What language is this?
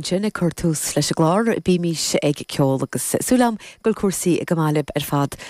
Irish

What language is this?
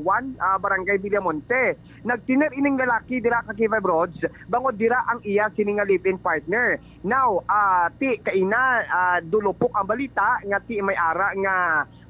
Hiligaynon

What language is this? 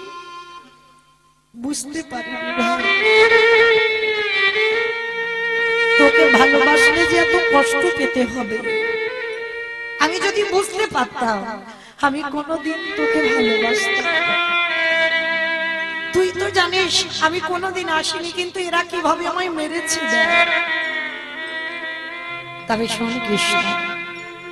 Bangla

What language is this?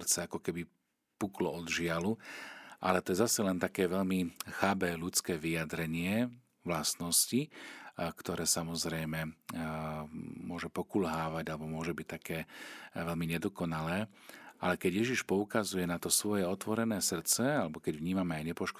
Slovak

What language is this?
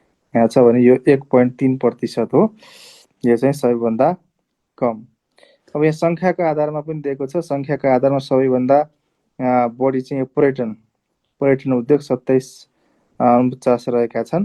Nepali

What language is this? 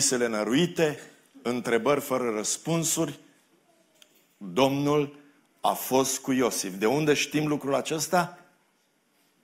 Romanian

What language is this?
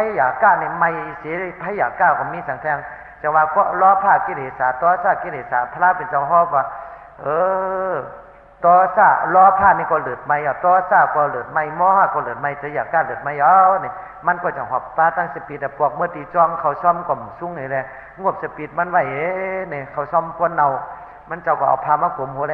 Shan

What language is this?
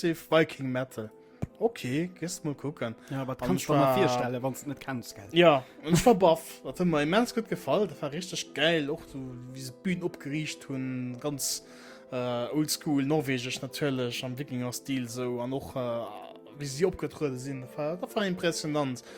Luxembourgish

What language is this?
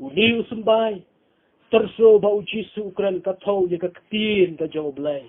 Khasi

